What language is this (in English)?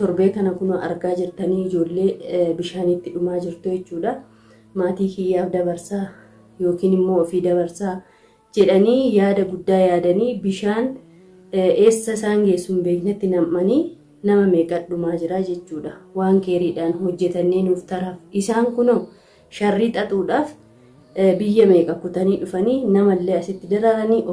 Oromo